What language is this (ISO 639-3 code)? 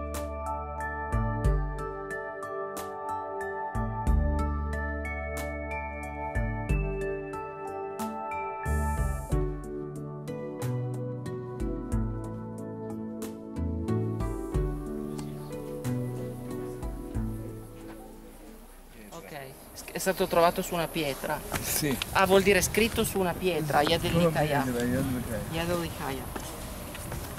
ita